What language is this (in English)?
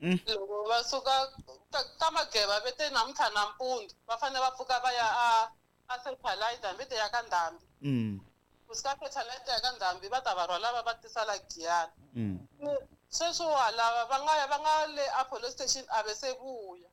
Tsonga